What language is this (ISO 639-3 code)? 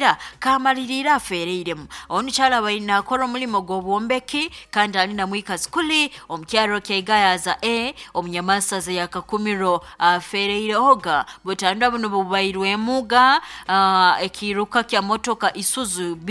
nyo